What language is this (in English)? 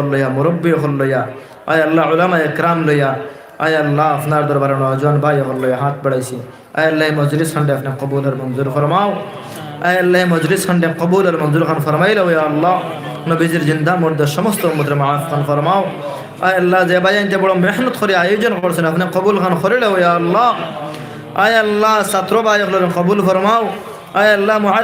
Sylheti